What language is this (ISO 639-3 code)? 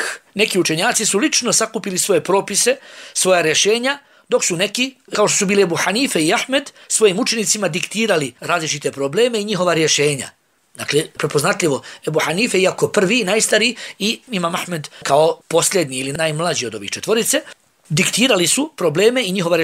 bos